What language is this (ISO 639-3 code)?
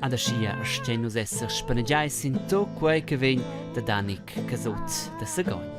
roh